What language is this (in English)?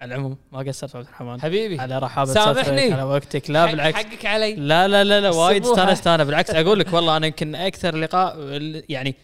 Gulf Arabic